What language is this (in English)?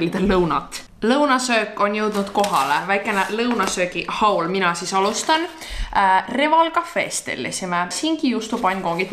Estonian